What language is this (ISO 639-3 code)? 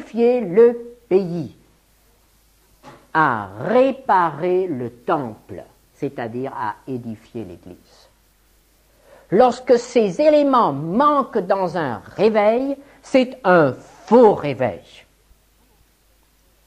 fra